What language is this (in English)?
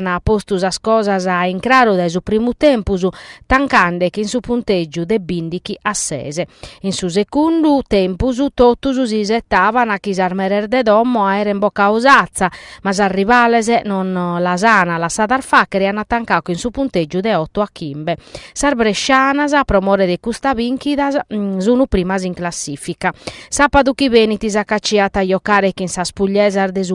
Sardinian